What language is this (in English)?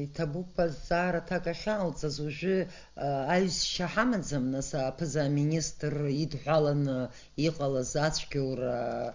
Abkhazian